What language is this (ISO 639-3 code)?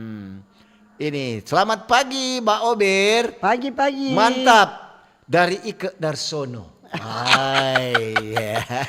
xmm